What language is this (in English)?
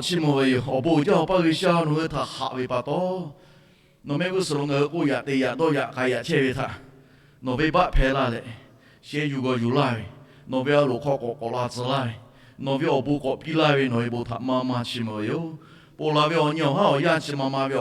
Lahu